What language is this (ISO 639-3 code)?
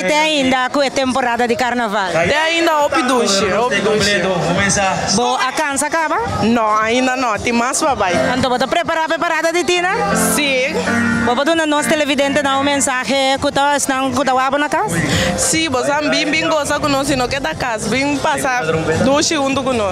pap